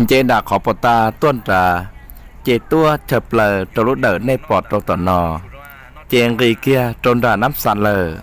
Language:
Hmong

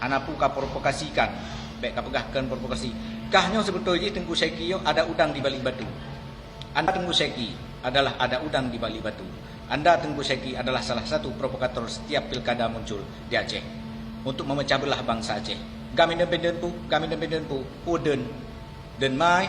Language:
Achinese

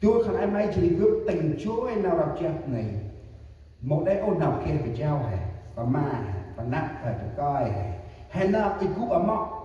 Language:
Central Mnong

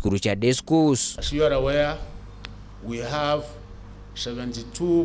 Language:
Meru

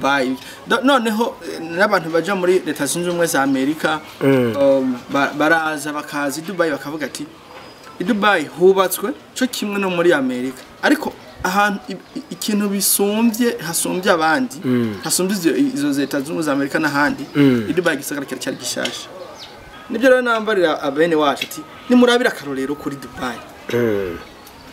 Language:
Rundi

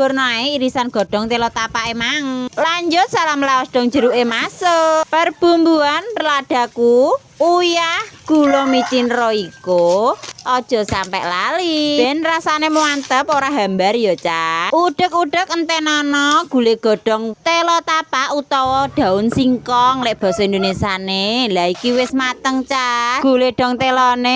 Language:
Javanese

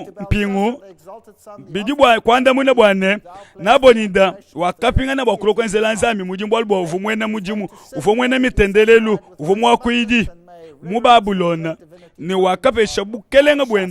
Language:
Luba-Lulua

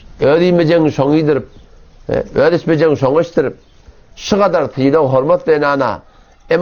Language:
Turkmen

